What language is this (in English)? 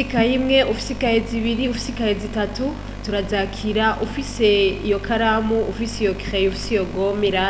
Rundi